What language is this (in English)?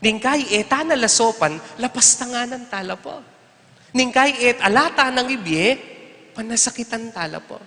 Pampanga